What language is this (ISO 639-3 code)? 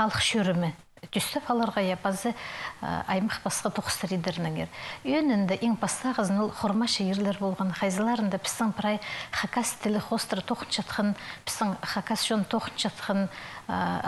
kjh